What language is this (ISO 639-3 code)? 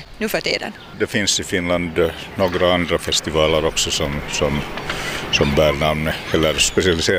swe